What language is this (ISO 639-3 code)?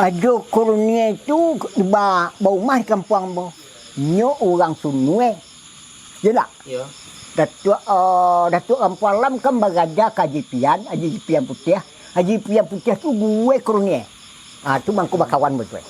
min